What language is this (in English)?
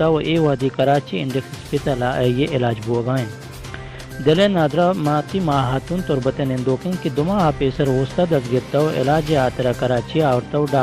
Baluchi